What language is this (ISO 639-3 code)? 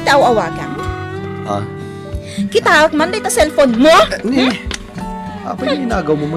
ilo